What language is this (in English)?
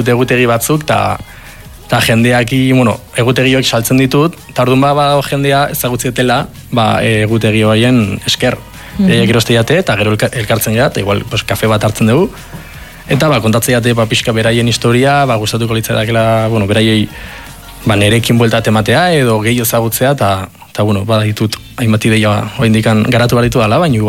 Basque